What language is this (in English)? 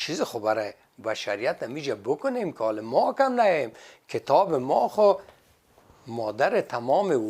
Persian